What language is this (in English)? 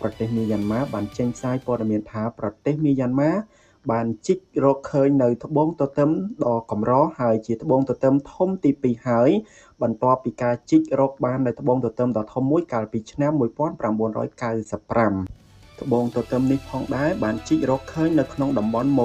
Khmer